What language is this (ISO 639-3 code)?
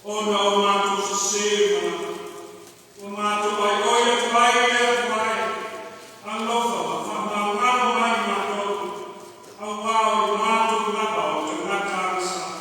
smo